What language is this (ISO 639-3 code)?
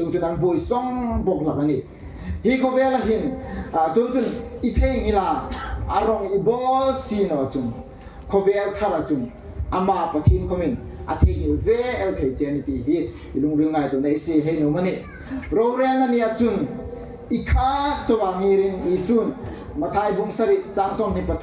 hmr